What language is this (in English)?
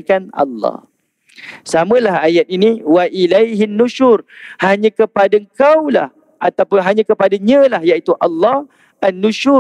Malay